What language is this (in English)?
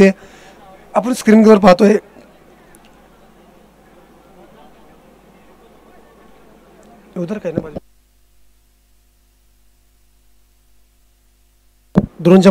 Marathi